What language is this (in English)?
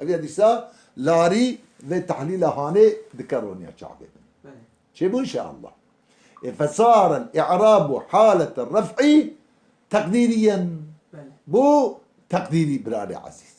Kurdish